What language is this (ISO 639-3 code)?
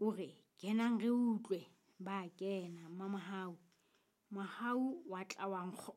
sot